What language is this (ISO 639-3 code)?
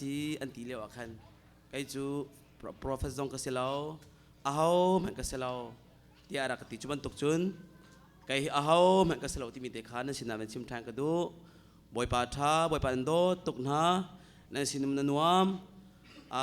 cnh